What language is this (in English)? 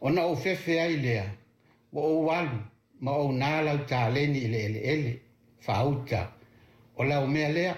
Samoan